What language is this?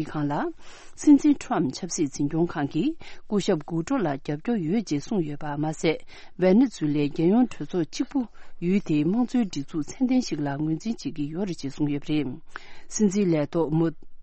Tibetan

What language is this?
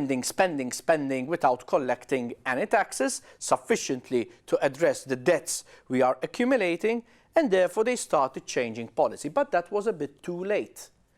English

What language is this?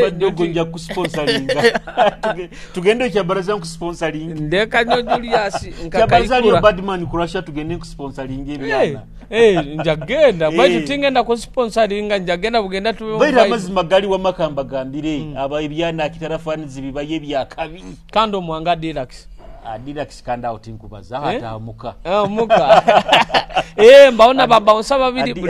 Nyoro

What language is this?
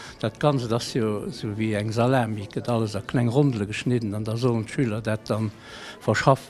Luxembourgish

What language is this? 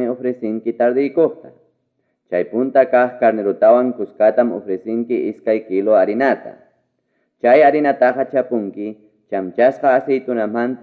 Ayacucho Quechua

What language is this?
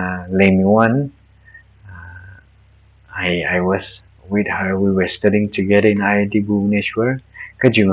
Tangkhul Naga (India)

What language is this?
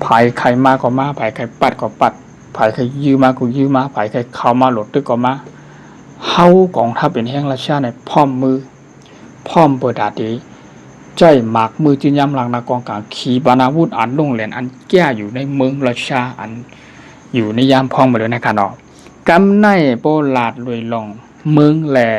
Shan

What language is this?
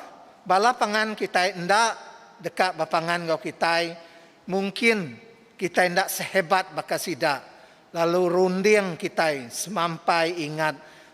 Iban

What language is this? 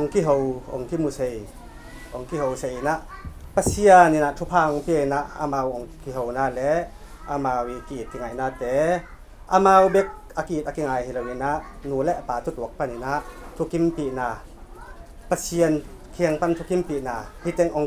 Tedim Chin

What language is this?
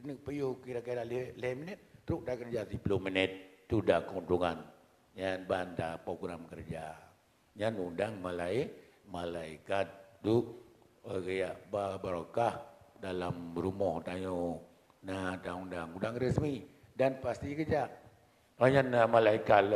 Achinese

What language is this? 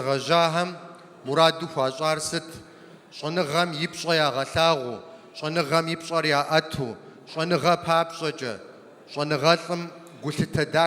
Kabardian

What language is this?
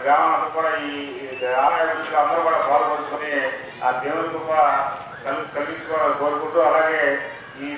Telugu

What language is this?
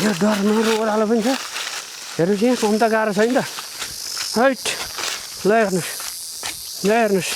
Nepali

